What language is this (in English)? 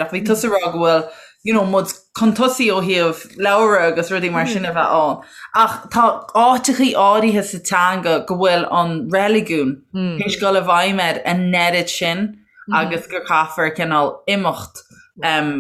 Irish